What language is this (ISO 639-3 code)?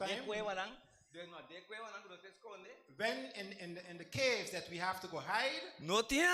pap